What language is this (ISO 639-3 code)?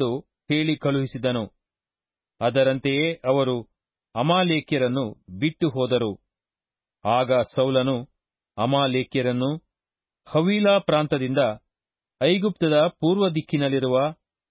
kan